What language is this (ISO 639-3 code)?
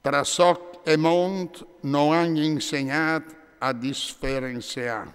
fur